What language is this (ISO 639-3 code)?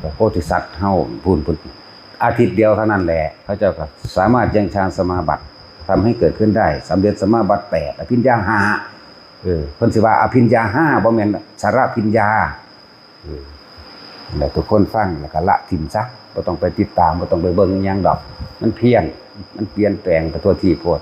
tts